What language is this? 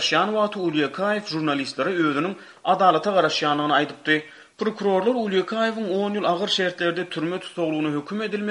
Turkmen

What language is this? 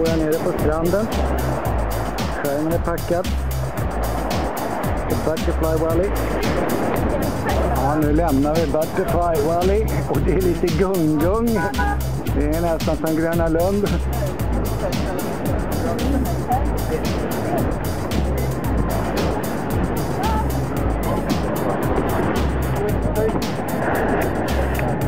Swedish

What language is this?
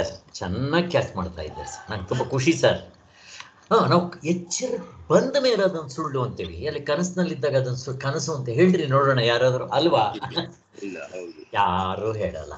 Kannada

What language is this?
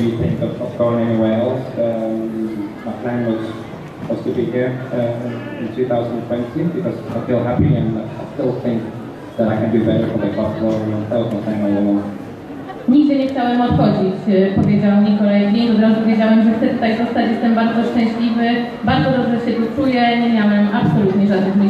Polish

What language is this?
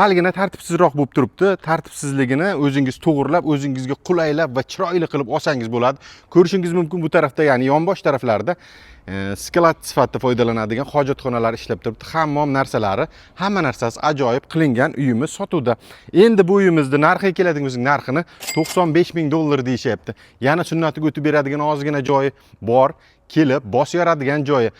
Uzbek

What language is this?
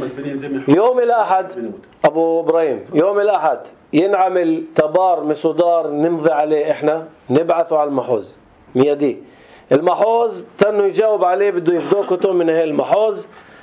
North Levantine Arabic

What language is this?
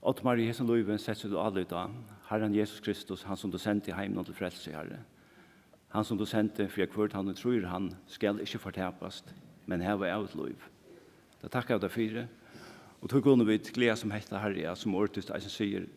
Faroese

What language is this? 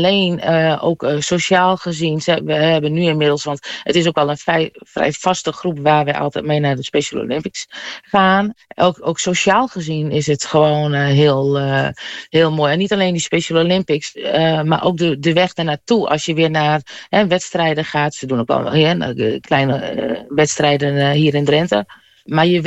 Dutch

